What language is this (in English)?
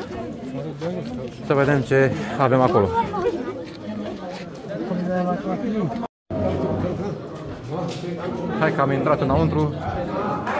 Romanian